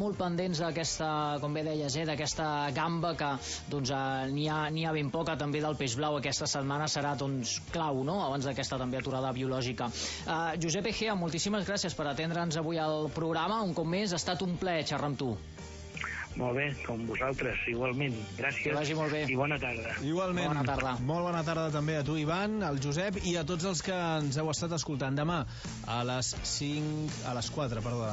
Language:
Catalan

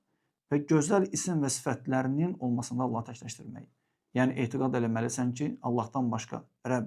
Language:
Azerbaijani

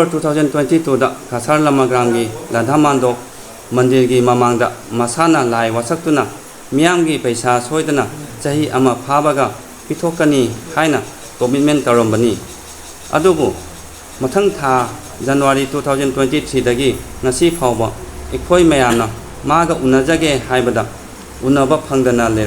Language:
Manipuri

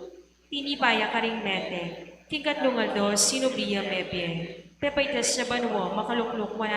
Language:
Pampanga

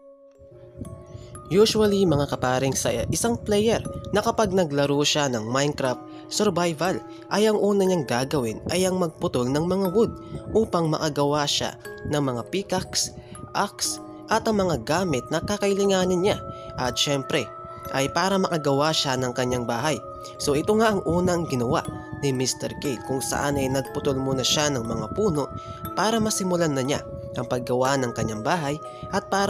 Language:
Filipino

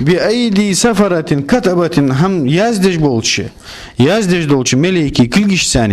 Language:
Ingush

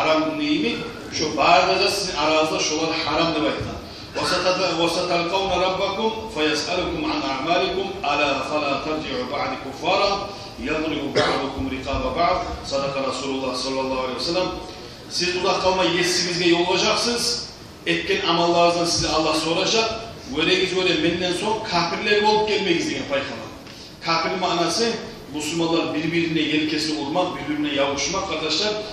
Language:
Kumyk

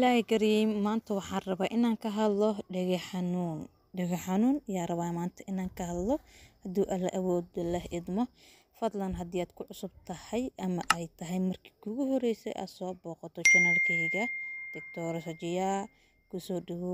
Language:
Somali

